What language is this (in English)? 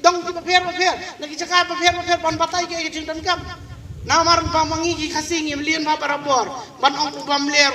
Khasi